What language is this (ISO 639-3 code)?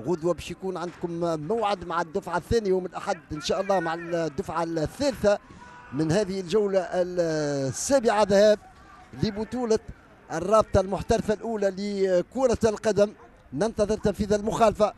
aeb